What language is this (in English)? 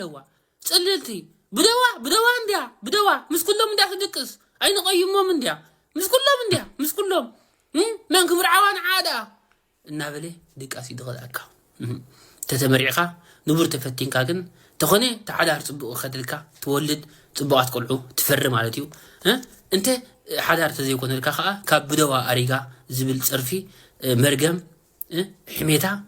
Tigrinya